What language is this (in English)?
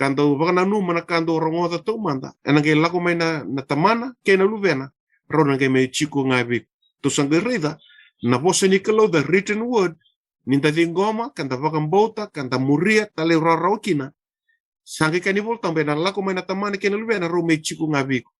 Fijian